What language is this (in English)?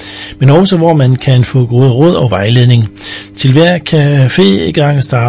Danish